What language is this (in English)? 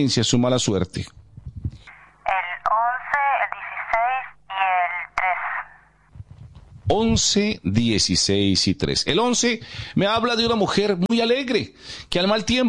Spanish